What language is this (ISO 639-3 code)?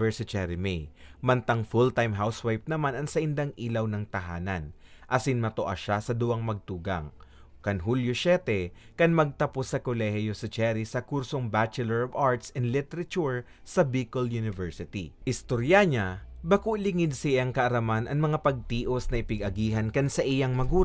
bik